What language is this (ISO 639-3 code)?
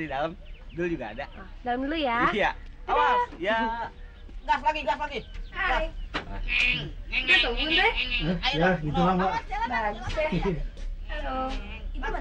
bew